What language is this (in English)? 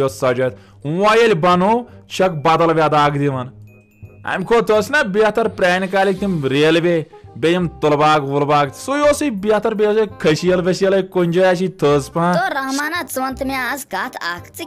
Kashmiri